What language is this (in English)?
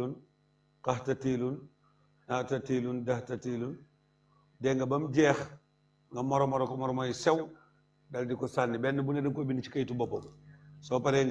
Wolof